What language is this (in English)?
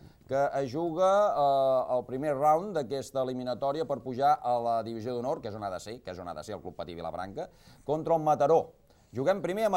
Catalan